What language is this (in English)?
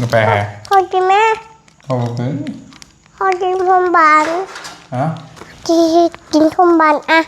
Northeastern Thai